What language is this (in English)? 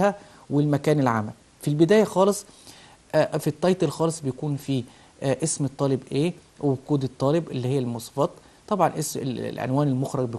Egyptian Arabic